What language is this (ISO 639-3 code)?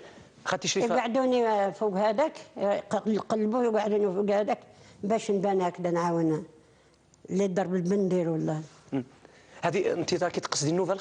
arq